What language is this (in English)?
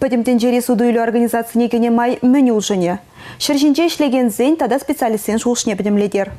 Chuvash